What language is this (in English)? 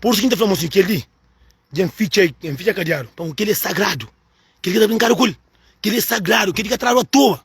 Kabuverdianu